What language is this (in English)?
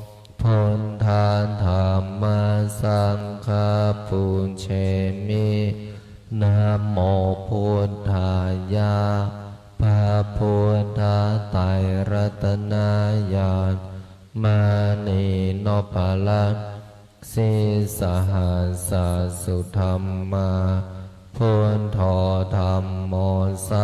Pali